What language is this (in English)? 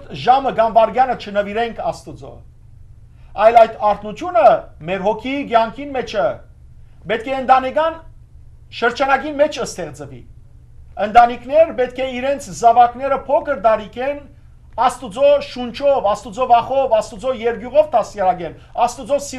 Western Armenian